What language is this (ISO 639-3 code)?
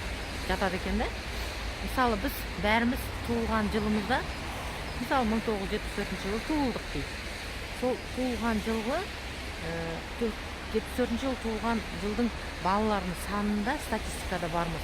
kaz